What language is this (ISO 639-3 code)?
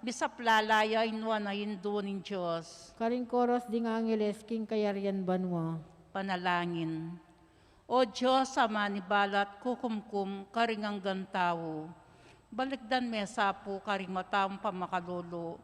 pam